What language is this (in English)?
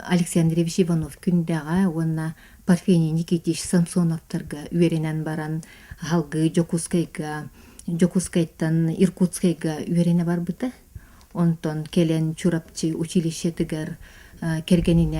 Yakut